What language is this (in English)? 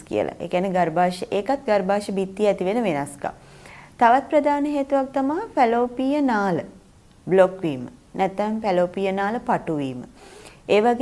Sinhala